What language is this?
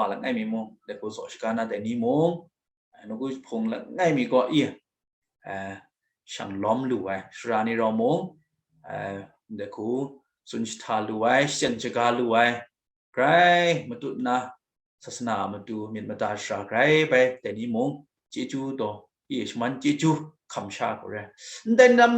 Kachin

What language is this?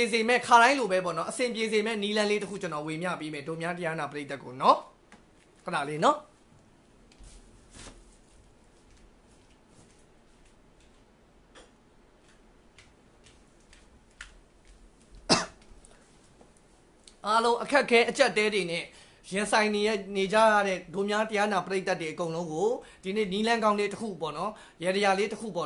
Burmese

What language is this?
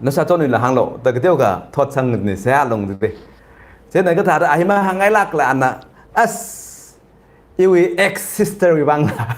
Tangkhul Naga (India)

